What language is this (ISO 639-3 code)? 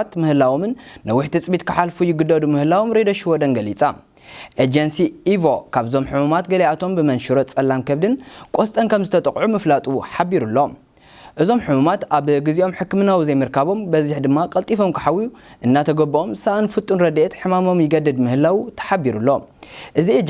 tir